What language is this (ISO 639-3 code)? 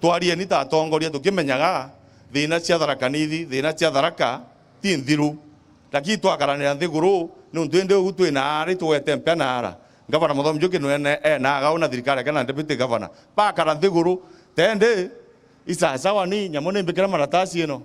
mer